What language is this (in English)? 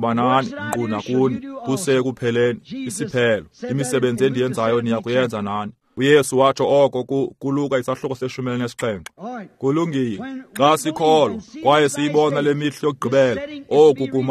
Xhosa